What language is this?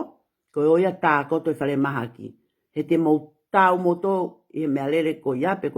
Tongan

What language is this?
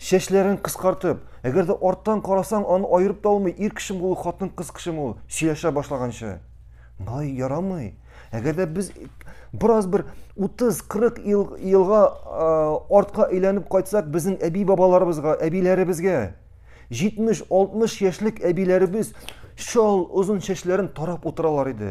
Tatar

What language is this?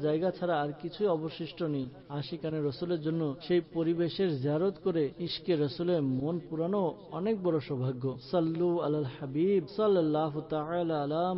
Bangla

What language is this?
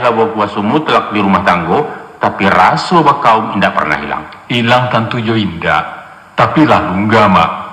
Minangkabau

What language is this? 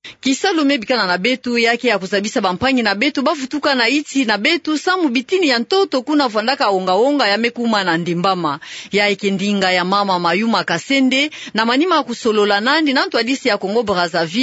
Kituba (Democratic Republic of Congo)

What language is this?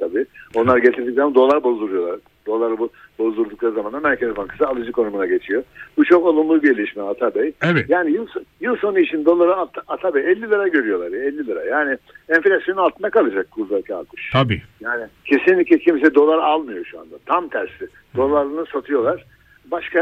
Turkish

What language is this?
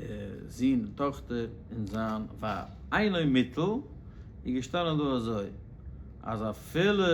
Yiddish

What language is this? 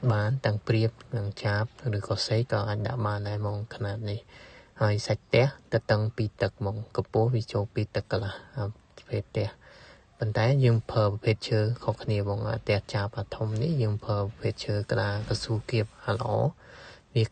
Khmer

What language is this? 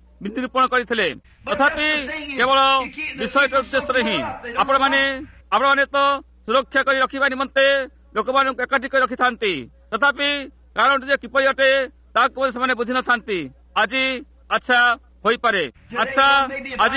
Odia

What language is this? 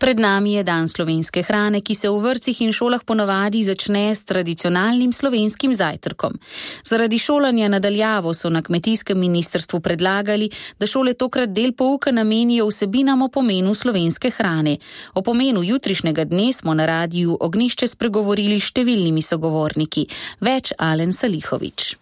Slovenian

